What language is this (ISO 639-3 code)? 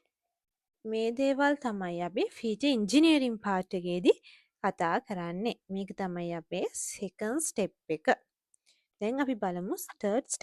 sin